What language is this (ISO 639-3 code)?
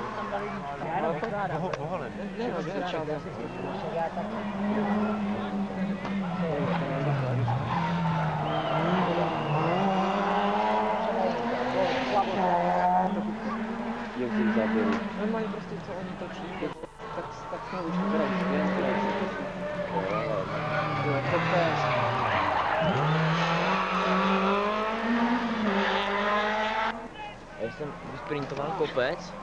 ces